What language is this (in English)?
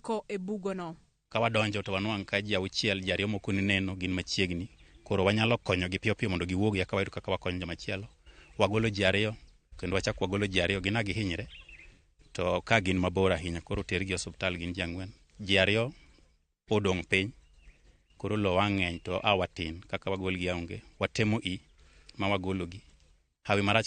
Luo (Kenya and Tanzania)